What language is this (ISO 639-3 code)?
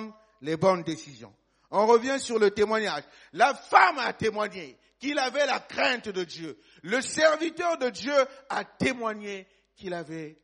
fra